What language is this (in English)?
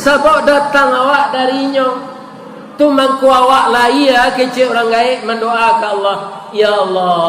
Minangkabau